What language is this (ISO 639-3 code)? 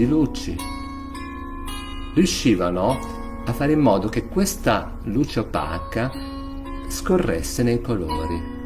ita